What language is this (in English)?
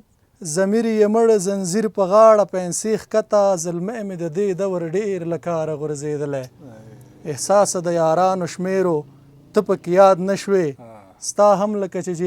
Pashto